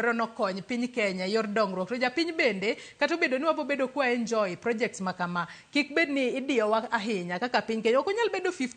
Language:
Luo (Kenya and Tanzania)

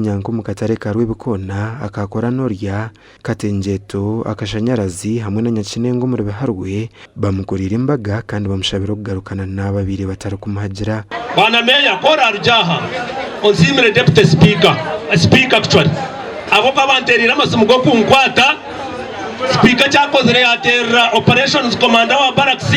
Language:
Nyankole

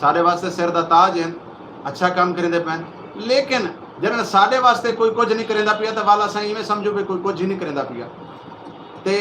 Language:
Saraiki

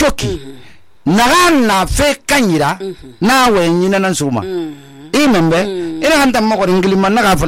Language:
Susu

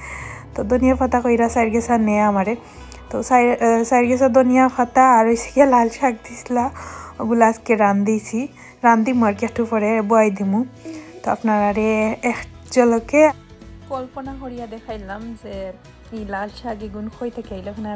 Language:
Sylheti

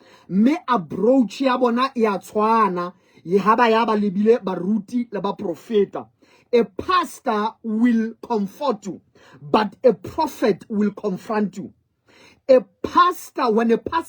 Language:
Southern Sotho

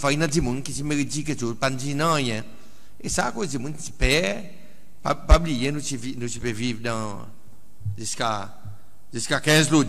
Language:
Seselwa Creole French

